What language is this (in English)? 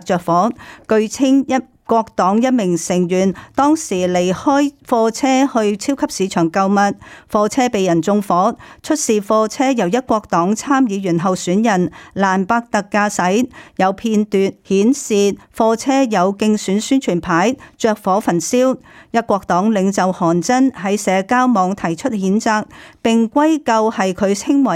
Cantonese